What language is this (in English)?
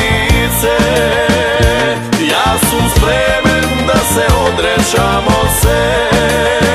Croatian